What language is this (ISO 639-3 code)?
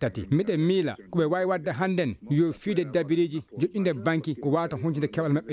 ful